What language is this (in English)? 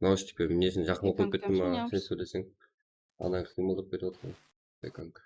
Kara-Kalpak